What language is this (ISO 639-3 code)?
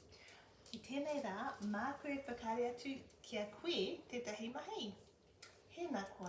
mri